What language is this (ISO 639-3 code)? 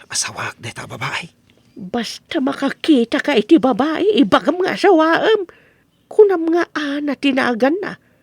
ilo